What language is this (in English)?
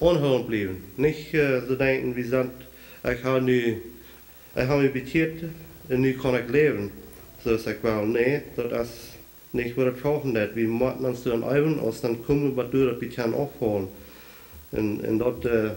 Plautdietsch